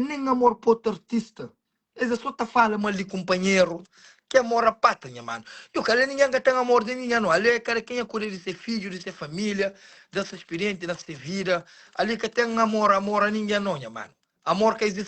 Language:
Kabuverdianu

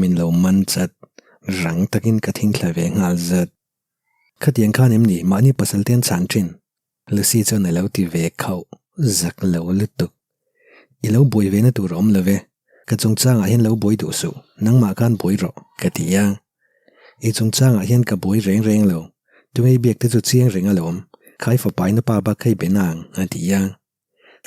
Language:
Mizo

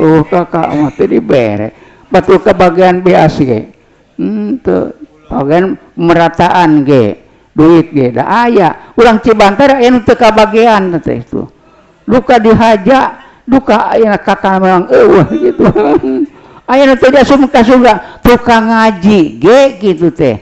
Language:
Sundanese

